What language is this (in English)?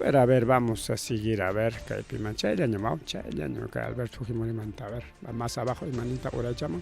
Ayacucho Quechua